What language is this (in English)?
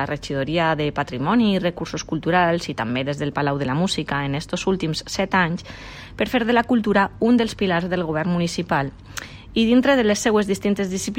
Catalan